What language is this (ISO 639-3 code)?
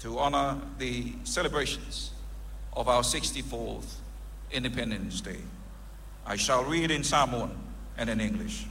smo